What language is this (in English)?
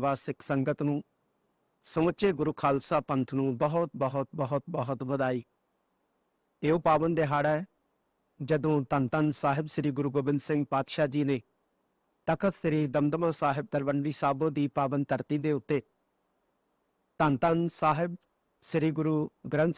Punjabi